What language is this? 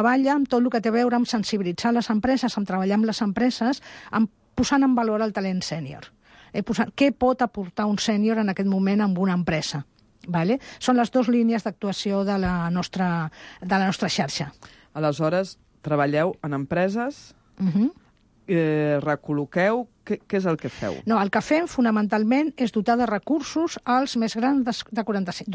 Catalan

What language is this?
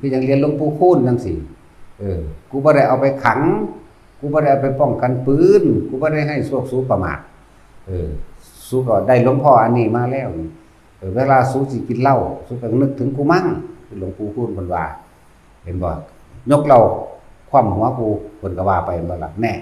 Northeastern Thai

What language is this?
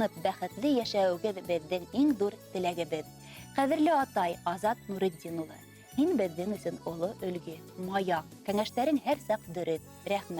Bashkir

